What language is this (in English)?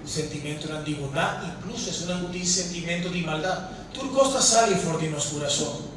Papiamento